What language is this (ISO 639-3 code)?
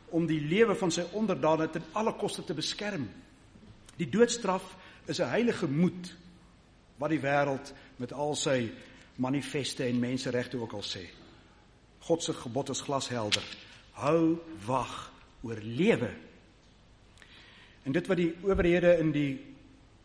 afr